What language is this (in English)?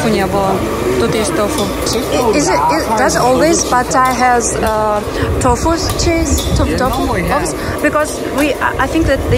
Russian